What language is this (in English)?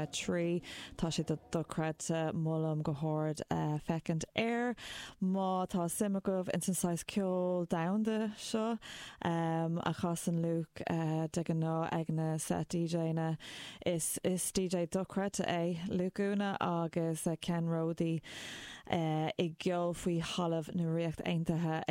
Irish